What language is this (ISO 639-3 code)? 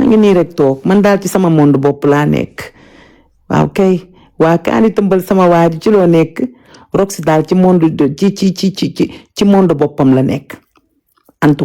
wol